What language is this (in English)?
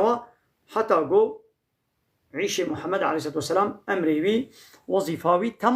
Kurdish